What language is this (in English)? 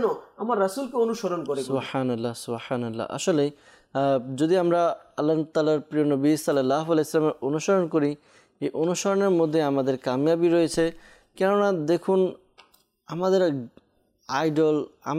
Bangla